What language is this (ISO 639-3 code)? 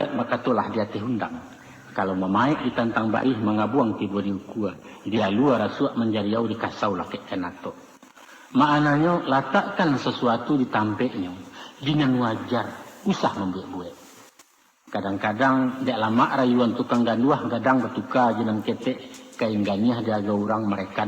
min